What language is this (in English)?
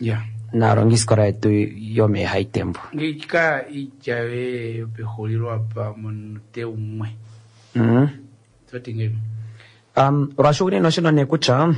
Kuanyama